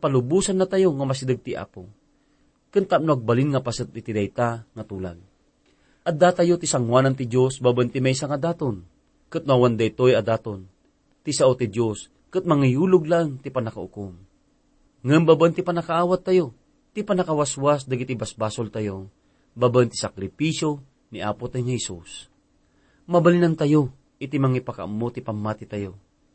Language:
Iloko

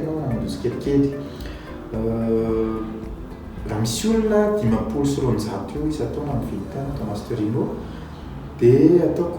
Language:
Malagasy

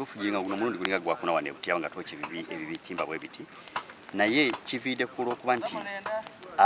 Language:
Nyankole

